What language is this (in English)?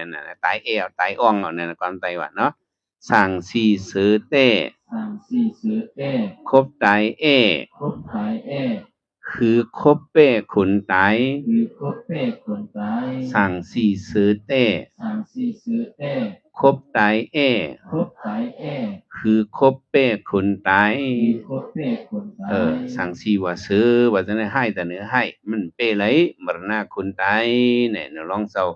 Shan